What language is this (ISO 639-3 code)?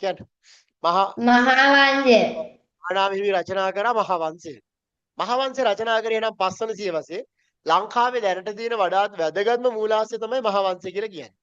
sin